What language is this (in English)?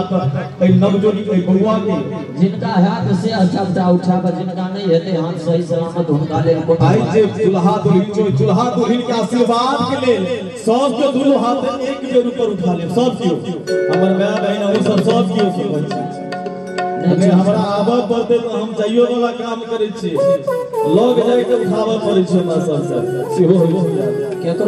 Maithili